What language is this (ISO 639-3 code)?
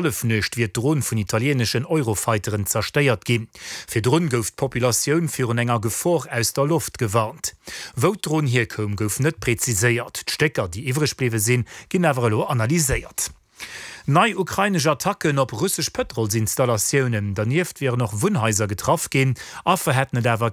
ltz